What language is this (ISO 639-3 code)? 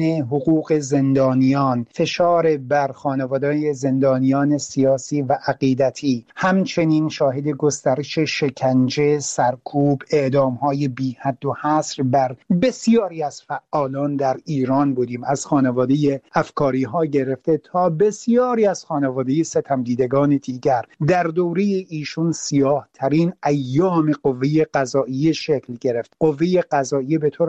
fas